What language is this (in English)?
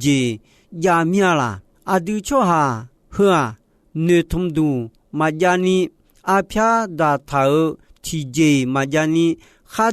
Akha